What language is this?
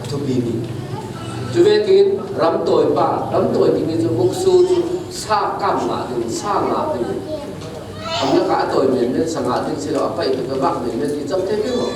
Falam Chin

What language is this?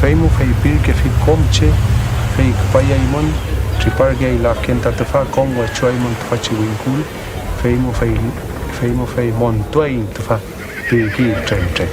Mapuche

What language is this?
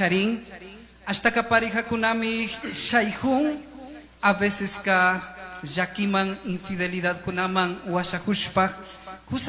Chimborazo Highland Quichua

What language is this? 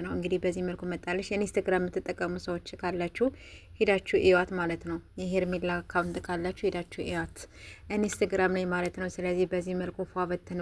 Amharic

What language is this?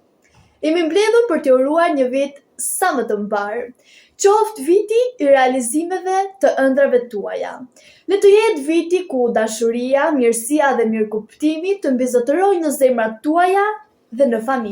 Albanian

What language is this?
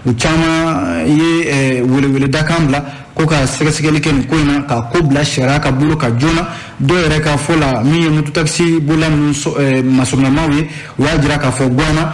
Bambara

